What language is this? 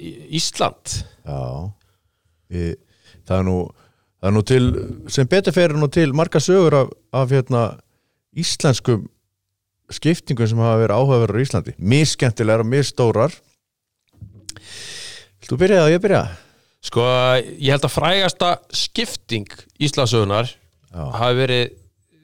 Icelandic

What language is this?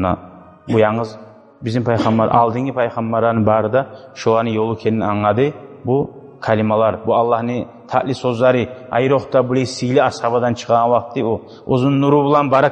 Kumyk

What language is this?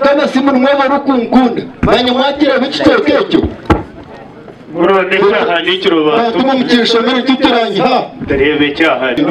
Kinyarwanda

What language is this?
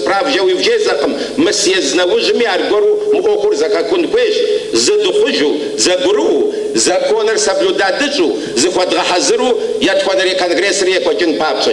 Kabardian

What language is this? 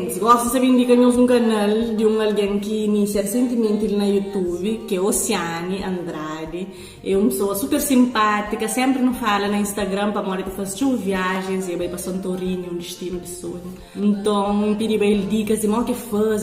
Kabuverdianu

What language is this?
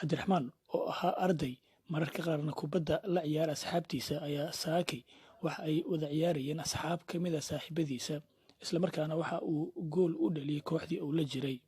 Somali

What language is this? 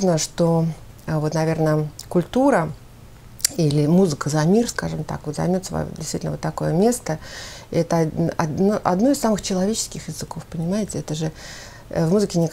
Russian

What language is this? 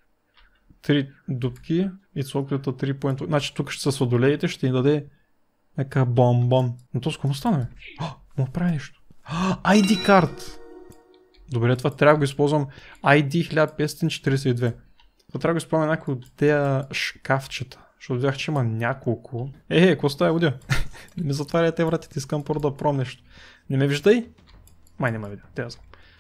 Bulgarian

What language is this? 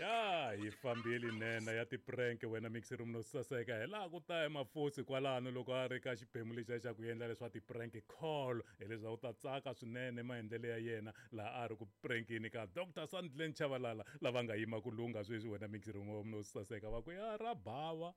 Tsonga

